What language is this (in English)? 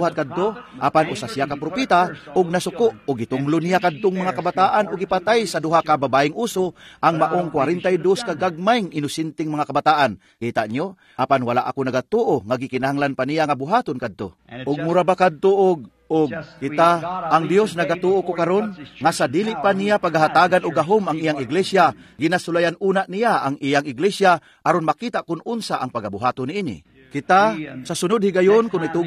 Cebuano